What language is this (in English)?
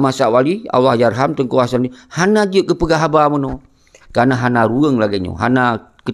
Achinese